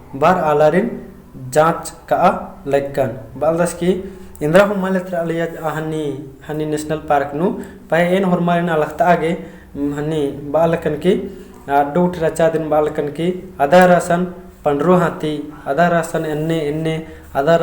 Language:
Kurukh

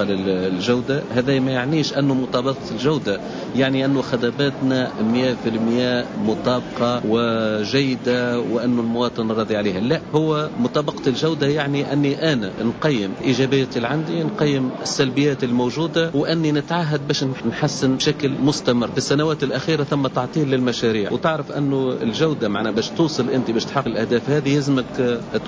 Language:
Tunisian Arabic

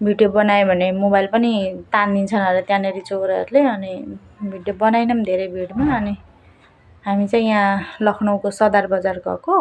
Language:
Nepali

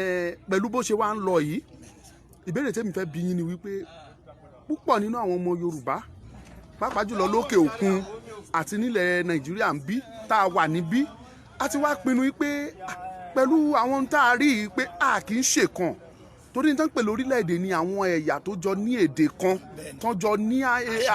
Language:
Yoruba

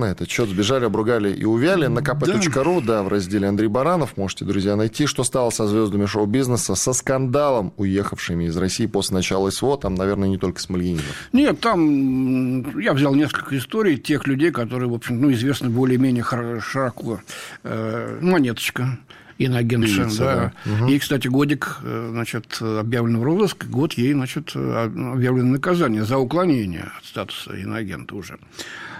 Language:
Russian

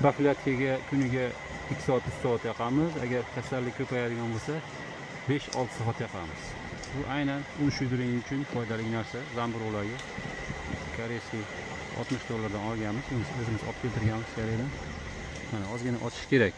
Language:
Uzbek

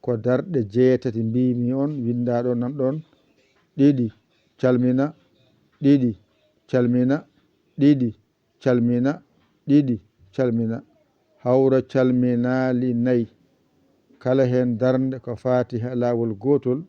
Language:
Fula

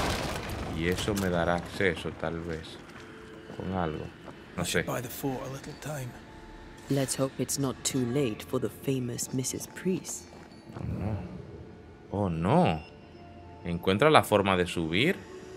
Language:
Spanish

